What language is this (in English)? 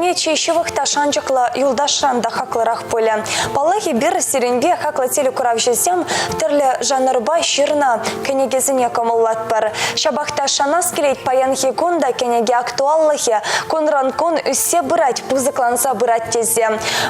Chuvash